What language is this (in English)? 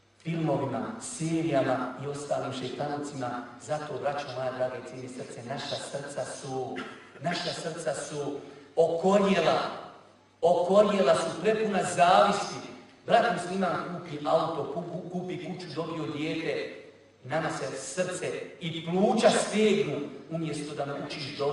Bosnian